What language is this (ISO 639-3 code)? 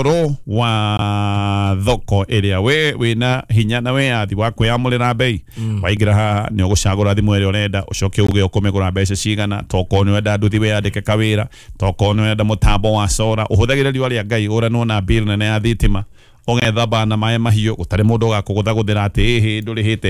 kik